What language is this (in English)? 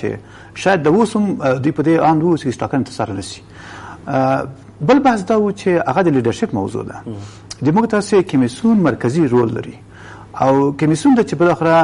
Pashto